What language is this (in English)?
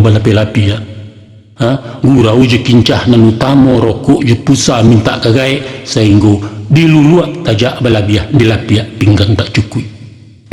Minangkabau